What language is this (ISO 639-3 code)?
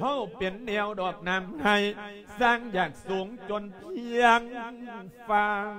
lao